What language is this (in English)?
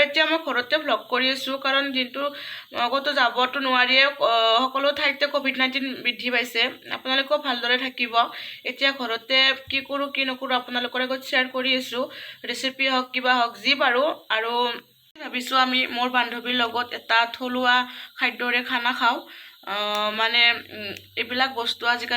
Assamese